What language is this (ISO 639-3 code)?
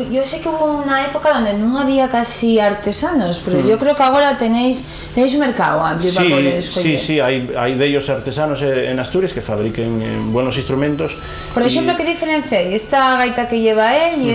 ast